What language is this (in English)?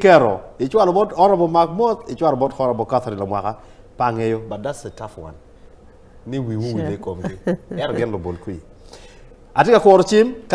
Acoli